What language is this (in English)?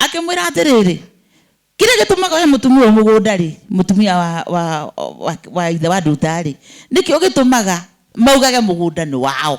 Kikuyu